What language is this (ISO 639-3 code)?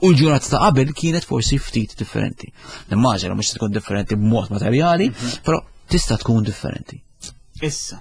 mlt